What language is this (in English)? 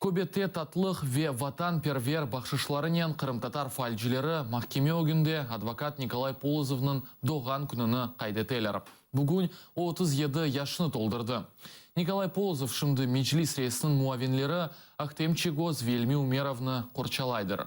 Crimean Tatar